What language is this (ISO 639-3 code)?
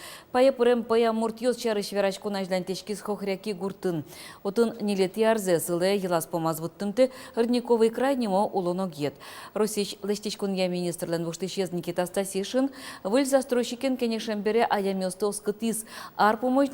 udm